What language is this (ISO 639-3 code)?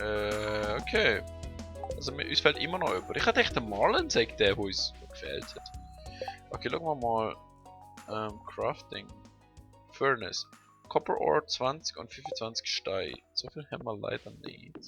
gsw